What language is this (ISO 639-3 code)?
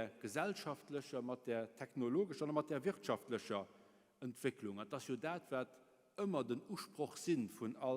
ltz